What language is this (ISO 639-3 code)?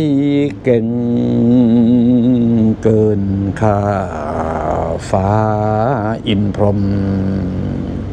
tha